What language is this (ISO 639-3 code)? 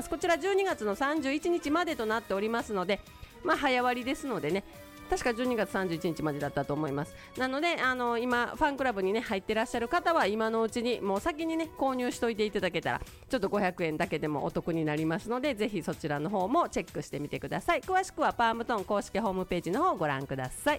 jpn